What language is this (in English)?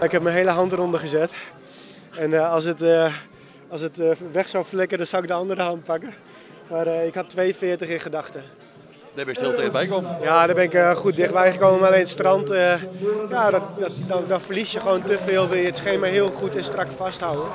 Western Frisian